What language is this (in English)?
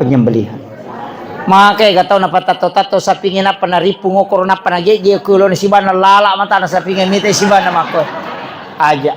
Buginese